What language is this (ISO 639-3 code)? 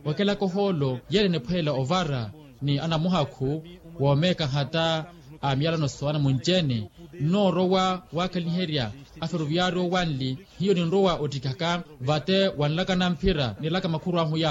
vmw